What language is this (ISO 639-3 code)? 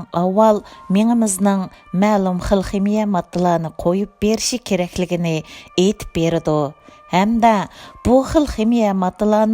uig